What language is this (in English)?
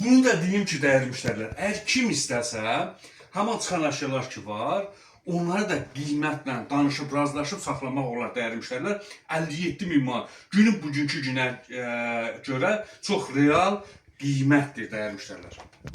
Azerbaijani